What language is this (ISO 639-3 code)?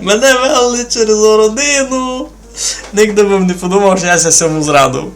rue